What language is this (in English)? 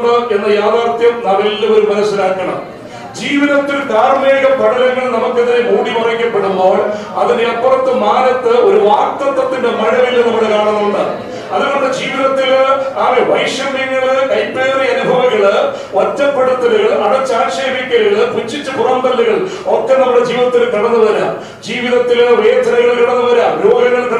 Malayalam